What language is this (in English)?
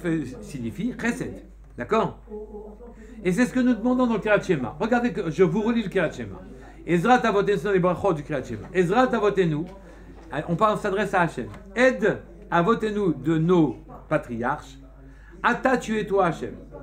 French